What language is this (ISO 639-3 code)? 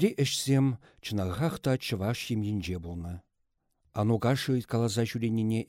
chv